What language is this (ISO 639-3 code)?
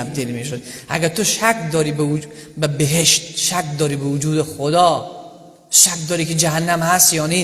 fas